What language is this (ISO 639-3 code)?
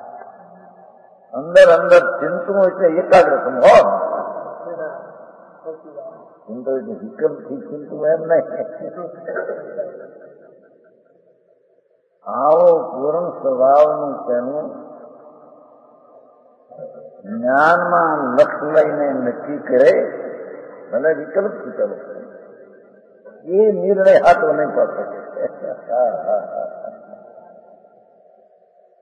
guj